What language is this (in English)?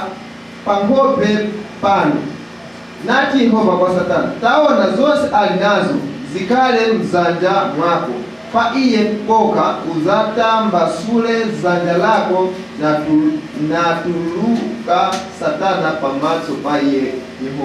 Nyanja